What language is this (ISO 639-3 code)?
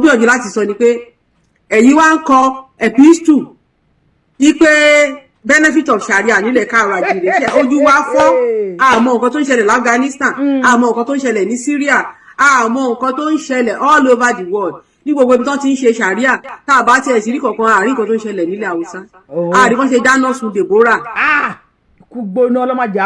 yor